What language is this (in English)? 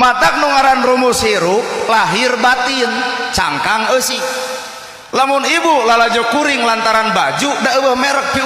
Sundanese